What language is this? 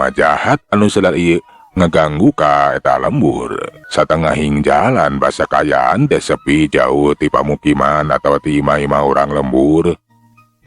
Sundanese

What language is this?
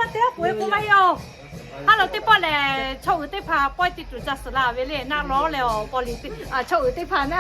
Lahu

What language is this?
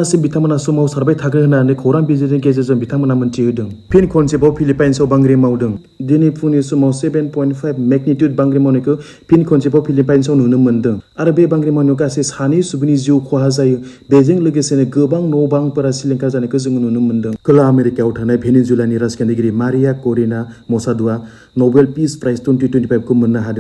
Bodo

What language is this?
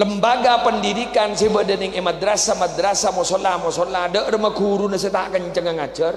Madurese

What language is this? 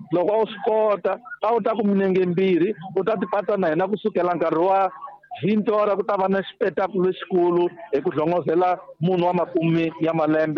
Tsonga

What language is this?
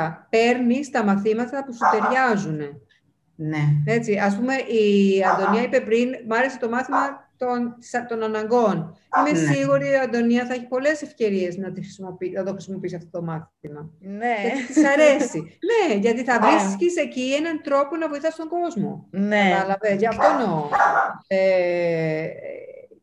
Greek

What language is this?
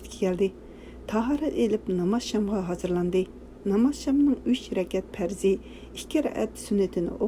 Uyghur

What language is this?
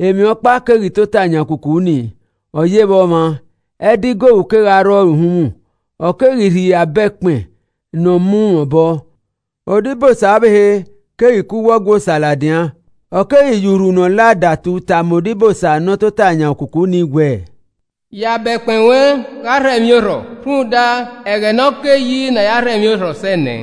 Esan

